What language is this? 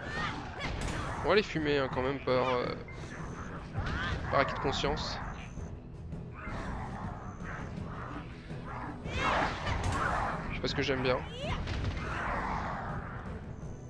French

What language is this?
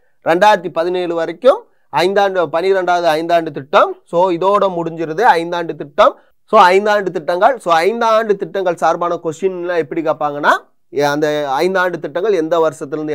Tamil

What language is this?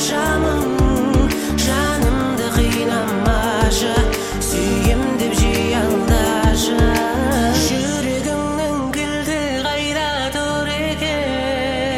Kazakh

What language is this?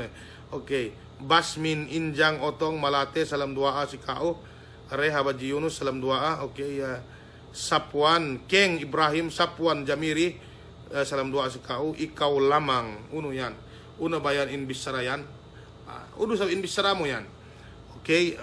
Yakan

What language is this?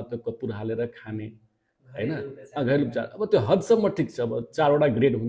Nepali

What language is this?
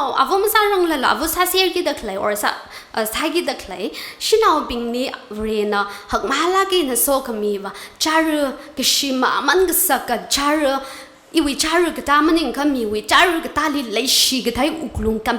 Tangkhul Naga (India)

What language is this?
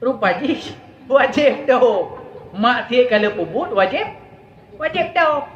Achinese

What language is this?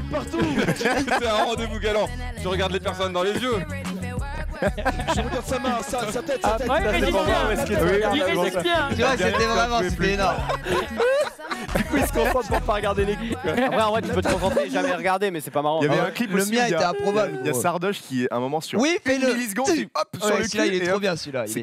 French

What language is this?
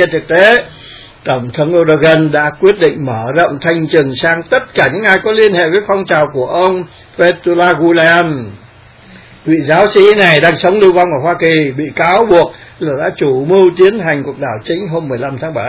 Vietnamese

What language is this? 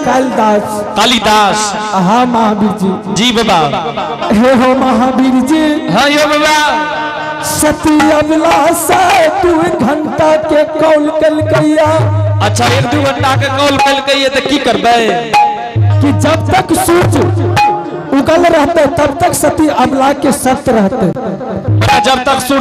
Angika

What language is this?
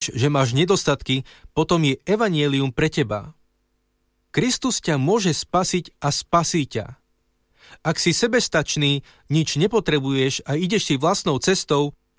Slovak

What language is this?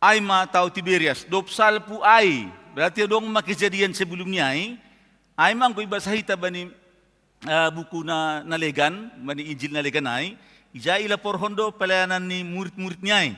Batak Simalungun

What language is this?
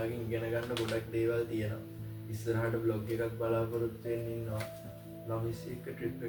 Sinhala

